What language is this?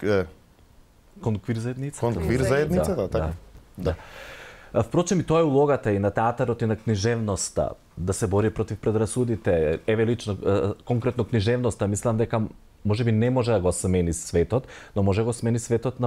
Macedonian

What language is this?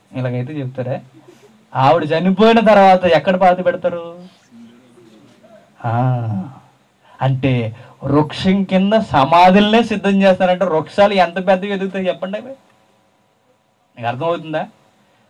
Telugu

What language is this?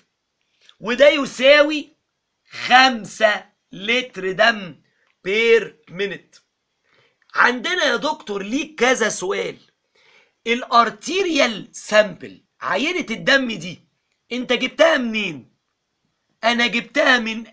Egyptian Arabic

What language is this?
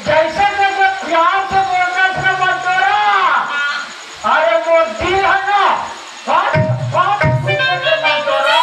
Chhattisgarhi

